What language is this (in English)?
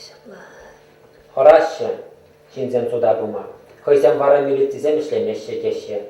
Chuvash